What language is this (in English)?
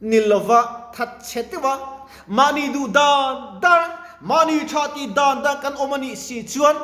Mizo